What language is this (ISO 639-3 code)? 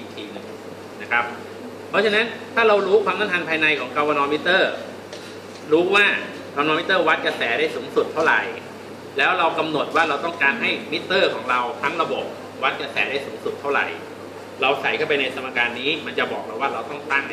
tha